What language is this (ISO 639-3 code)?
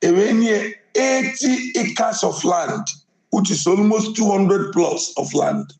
ibo